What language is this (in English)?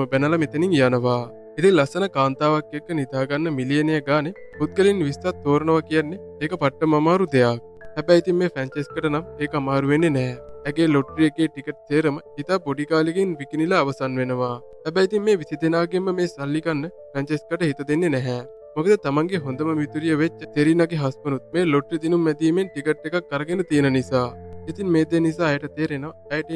Sinhala